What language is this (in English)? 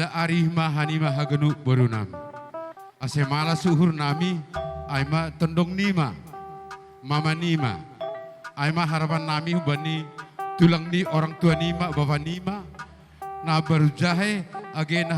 Batak Karo